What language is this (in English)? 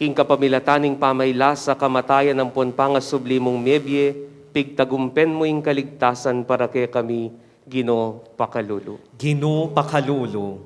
Pampanga